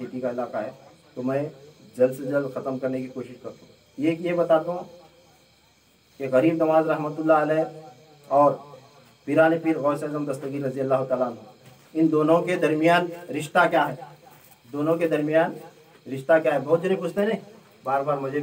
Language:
Urdu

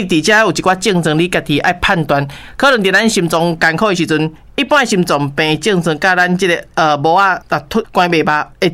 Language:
Min Nan Chinese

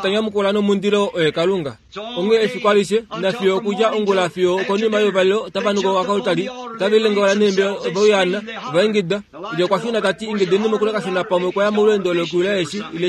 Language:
Kuanyama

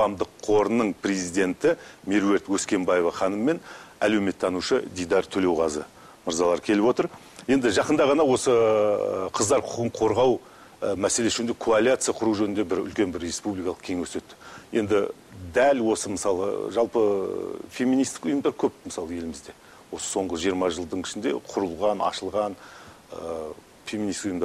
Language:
Kazakh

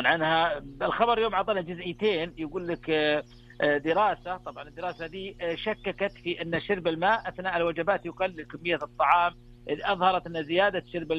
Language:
Najdi Arabic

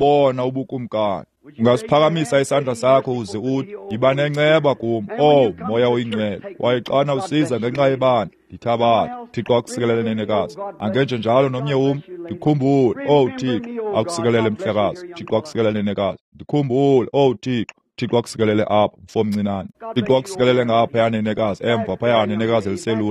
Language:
Xhosa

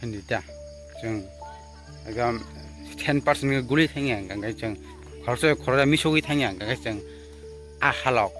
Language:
Kok Borok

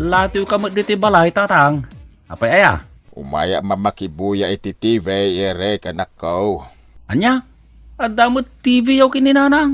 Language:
Iloko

